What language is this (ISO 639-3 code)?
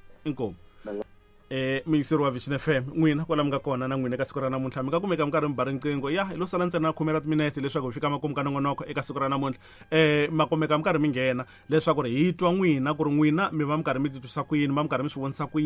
tso